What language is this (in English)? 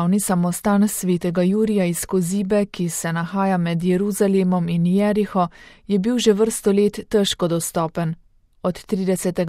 Slovenian